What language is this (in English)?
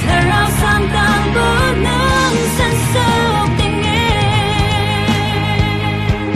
Hmar